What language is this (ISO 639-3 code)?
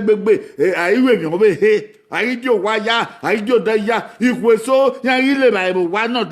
bin